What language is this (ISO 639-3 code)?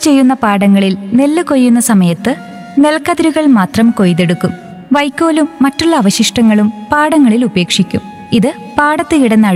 mal